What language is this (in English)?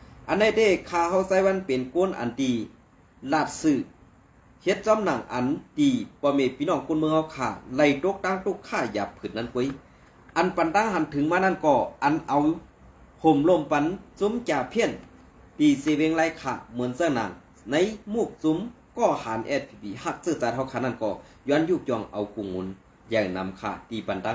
Shan